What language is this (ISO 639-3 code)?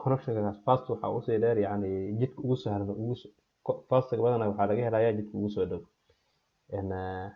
som